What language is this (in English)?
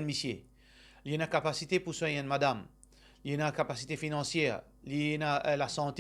Morisyen